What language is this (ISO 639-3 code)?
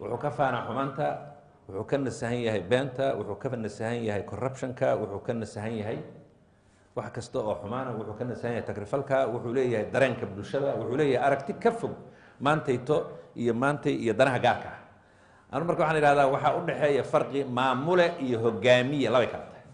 som